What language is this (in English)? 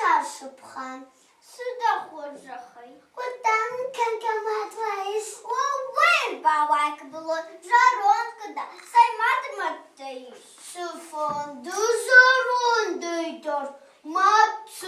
Ossetic